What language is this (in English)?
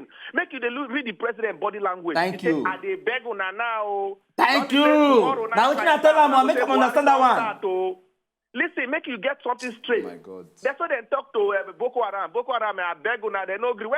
Nigerian Pidgin